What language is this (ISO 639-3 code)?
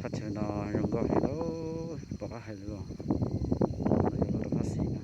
hmn